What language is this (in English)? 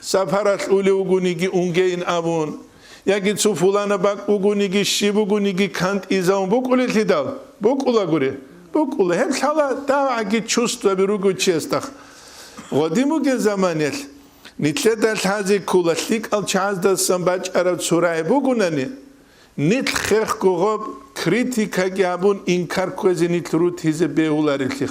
Avaric